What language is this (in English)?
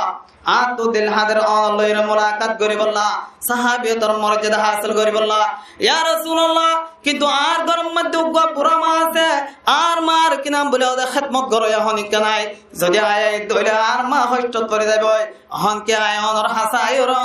Rohingya